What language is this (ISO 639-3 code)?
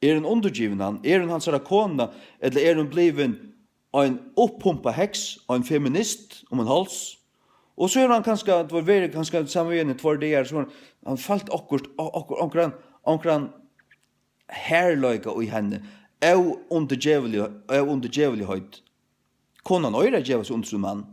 fao